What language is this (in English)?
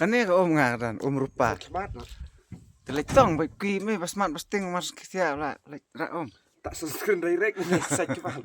Khasi